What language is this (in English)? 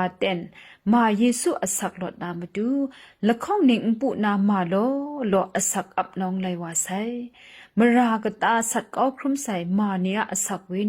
Kachin